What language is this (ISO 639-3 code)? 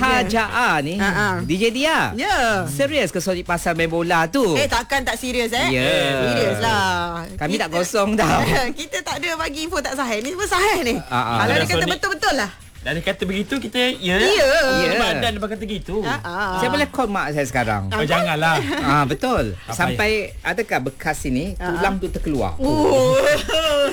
msa